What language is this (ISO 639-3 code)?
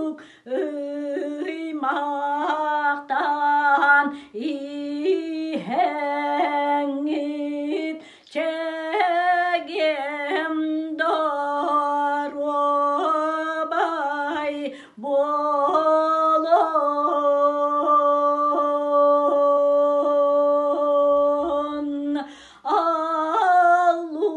sah